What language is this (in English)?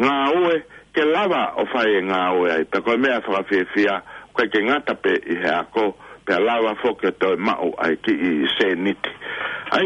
Tongan